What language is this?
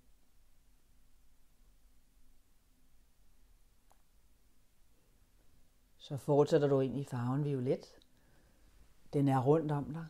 Danish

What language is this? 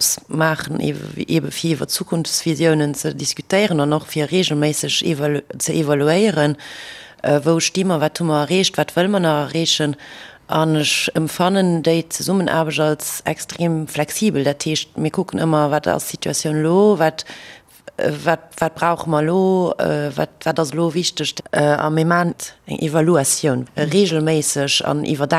Luxembourgish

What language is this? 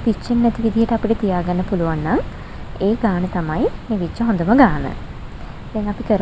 Sinhala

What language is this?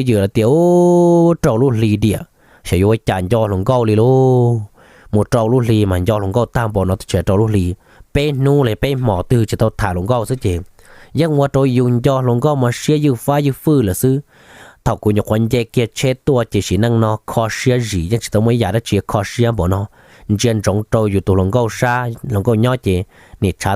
Hmong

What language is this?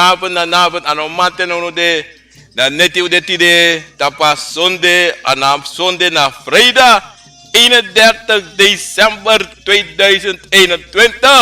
Sranan Tongo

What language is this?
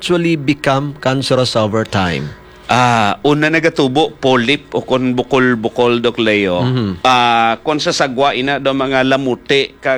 Hiligaynon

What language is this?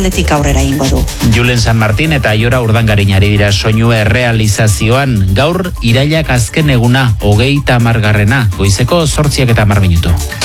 Basque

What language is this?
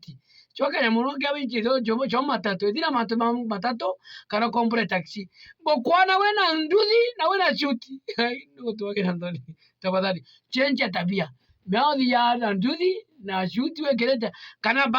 Meru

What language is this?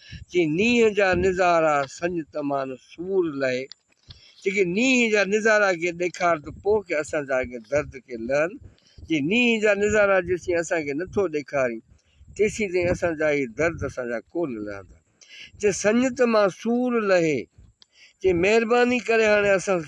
Sindhi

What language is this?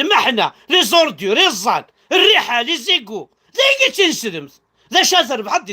Kabyle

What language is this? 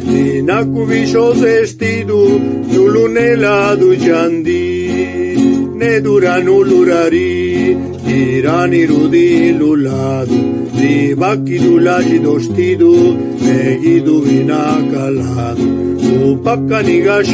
Zapotec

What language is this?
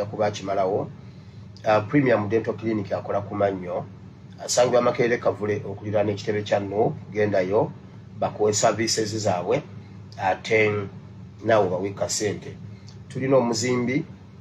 Ganda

